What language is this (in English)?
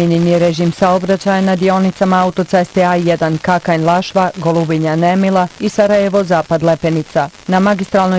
Bosnian